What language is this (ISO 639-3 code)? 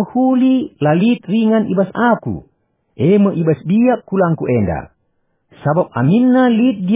btx